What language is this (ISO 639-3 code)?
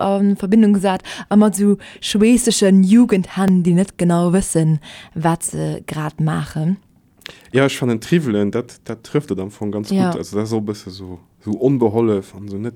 ltz